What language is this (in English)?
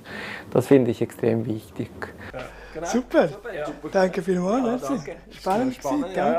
Romansh